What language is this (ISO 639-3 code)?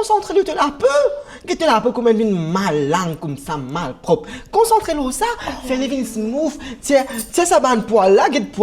mfe